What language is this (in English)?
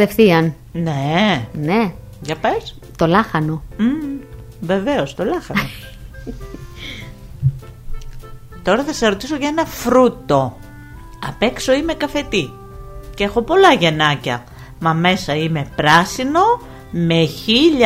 Greek